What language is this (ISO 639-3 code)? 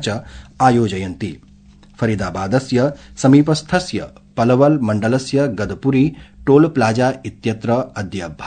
san